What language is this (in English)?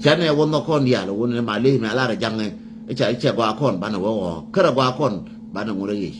Nuer